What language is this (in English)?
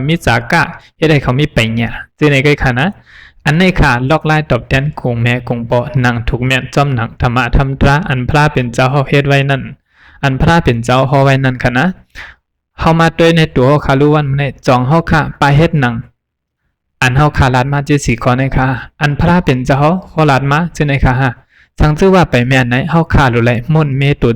Shan